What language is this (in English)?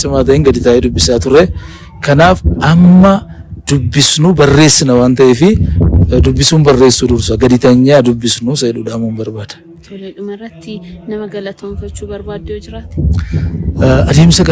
Oromo